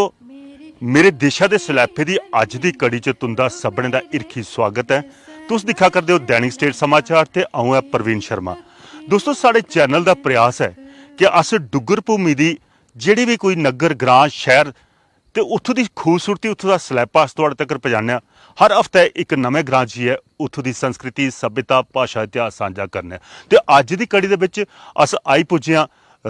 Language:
Dogri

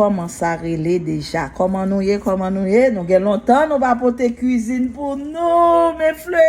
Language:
Haitian Creole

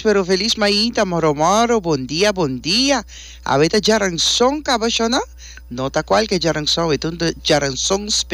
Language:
Papiamento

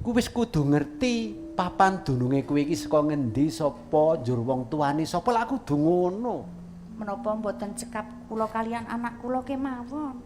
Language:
Javanese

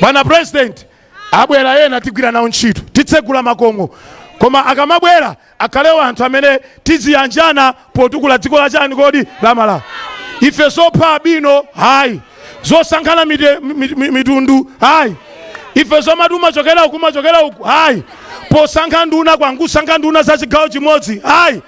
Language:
Nyanja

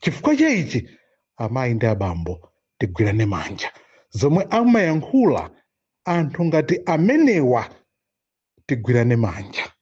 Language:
Nyanja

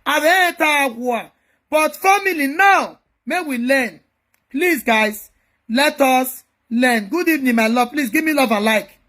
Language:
Nigerian Pidgin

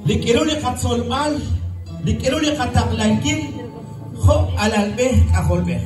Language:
Kekchí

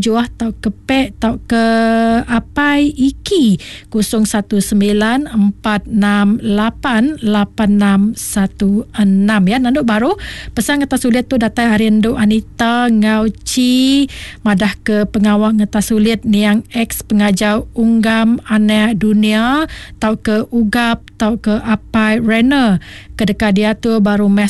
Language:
Iban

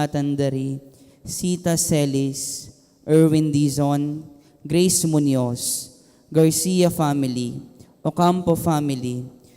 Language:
Pampanga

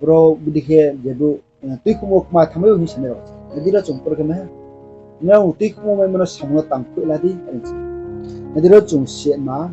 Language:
Riang (India)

